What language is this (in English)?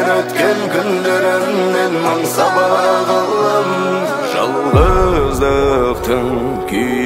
Kazakh